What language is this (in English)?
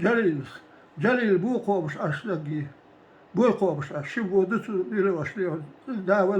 Chechen